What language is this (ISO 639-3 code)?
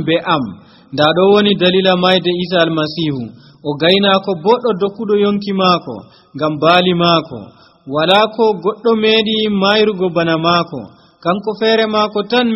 fuv